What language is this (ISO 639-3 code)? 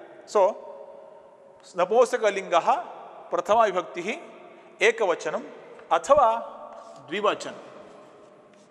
kan